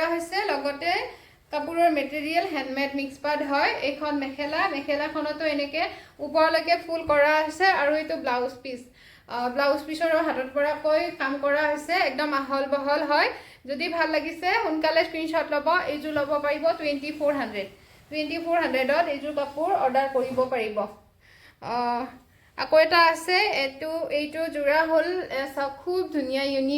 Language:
Assamese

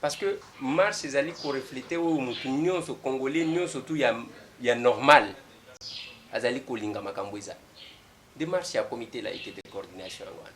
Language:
Lingala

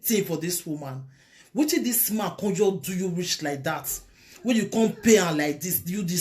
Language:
Nigerian Pidgin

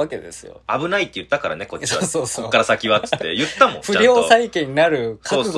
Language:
Japanese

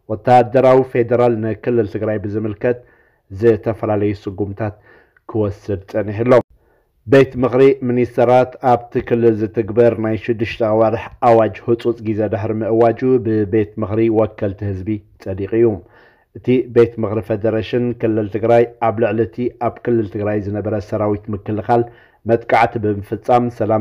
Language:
Tigrinya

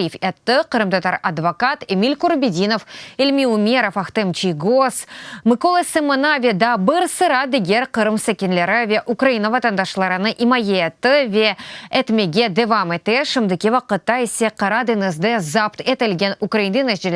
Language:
Crimean Tatar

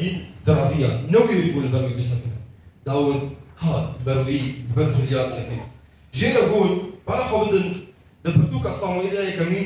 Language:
Kurdish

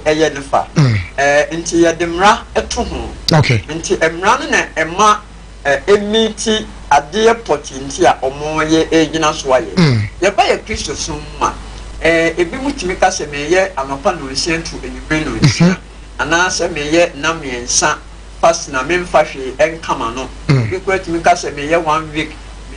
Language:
Akan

